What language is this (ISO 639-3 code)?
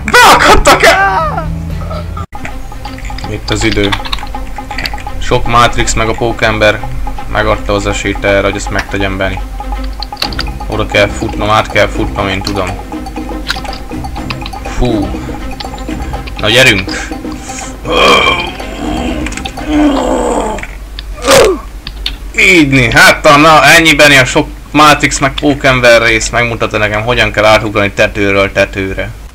hun